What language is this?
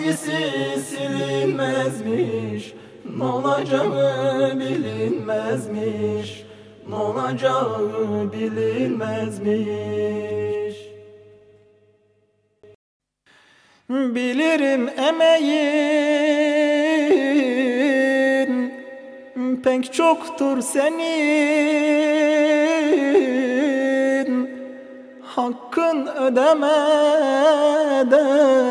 Turkish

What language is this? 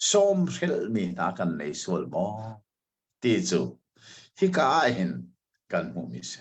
Hakha Chin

